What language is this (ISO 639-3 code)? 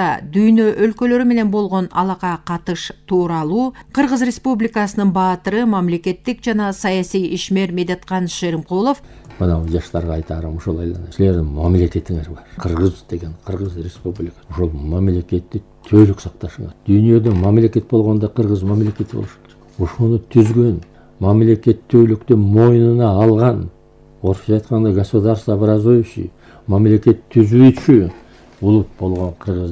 kir